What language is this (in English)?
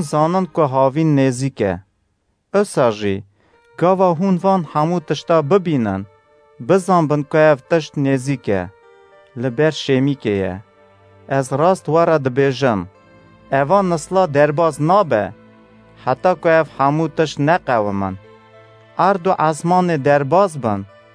Kurdish